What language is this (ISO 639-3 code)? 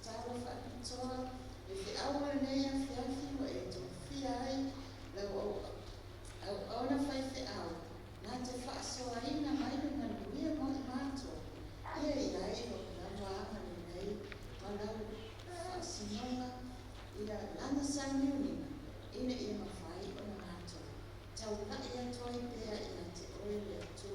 smo